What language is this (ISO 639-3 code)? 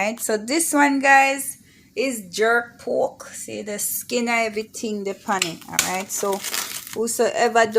jam